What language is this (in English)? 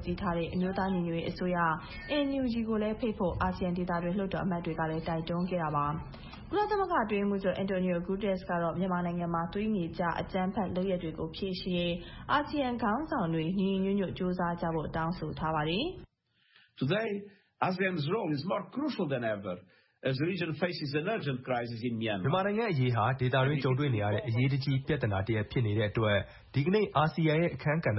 Burmese